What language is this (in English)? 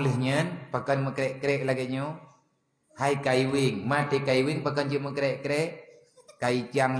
Achinese